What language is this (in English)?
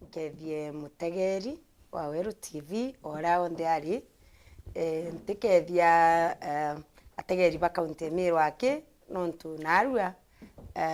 Meru